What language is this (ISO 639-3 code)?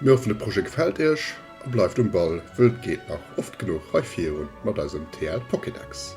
ltz